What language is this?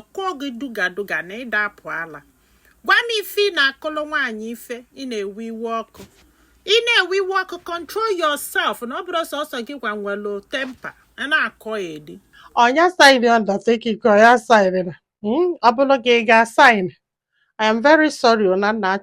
Igbo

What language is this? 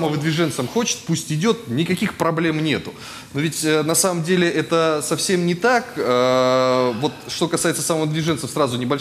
Russian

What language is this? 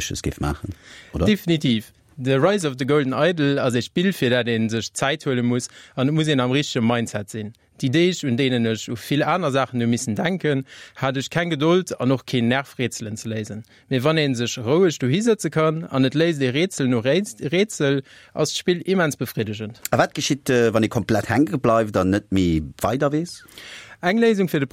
Luxembourgish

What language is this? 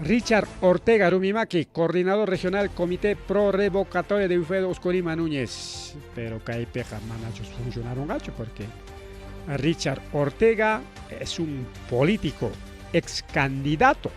Ayacucho Quechua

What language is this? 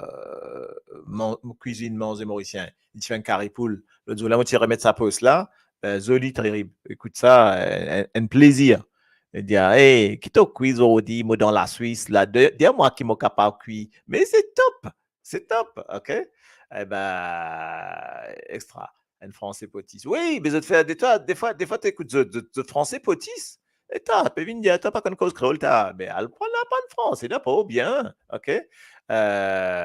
Morisyen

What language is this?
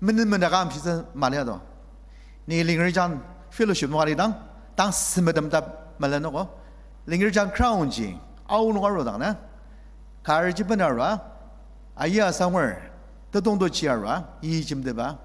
Ao Naga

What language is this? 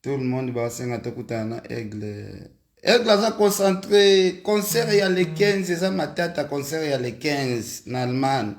Lingala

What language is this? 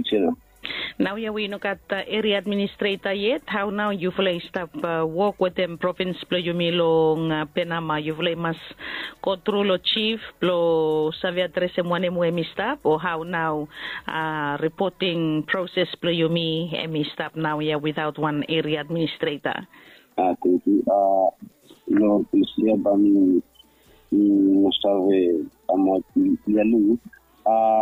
Bislama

